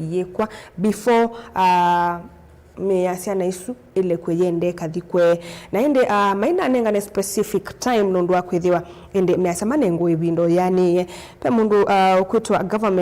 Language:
Kamba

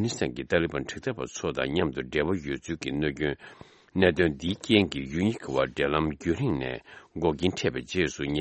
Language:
Tibetan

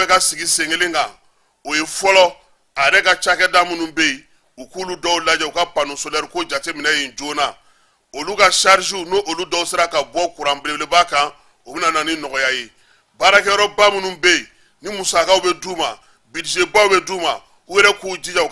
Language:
Bambara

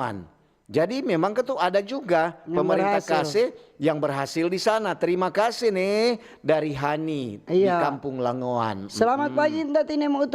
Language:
Manado Malay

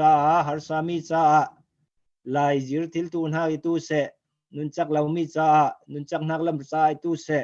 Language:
Falam Chin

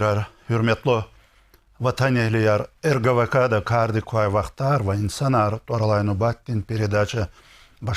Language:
Lezghian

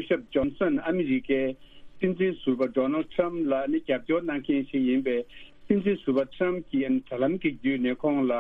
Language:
Tibetan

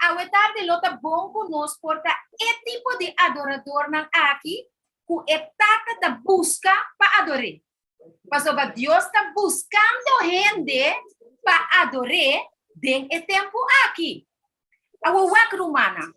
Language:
Papiamento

